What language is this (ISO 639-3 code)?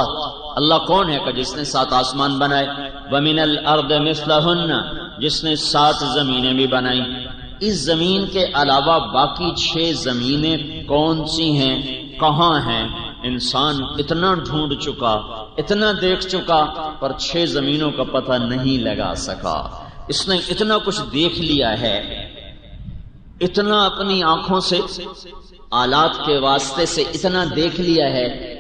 urd